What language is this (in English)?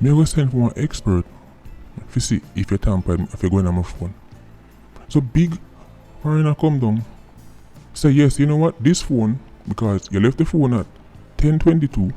Jamaican Creole English